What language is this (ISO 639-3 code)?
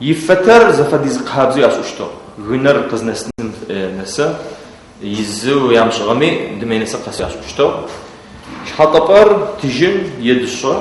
ady